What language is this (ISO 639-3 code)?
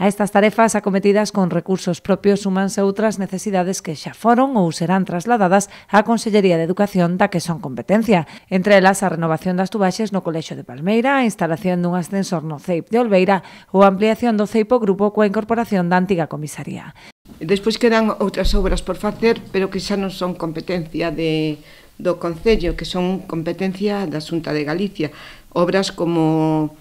glg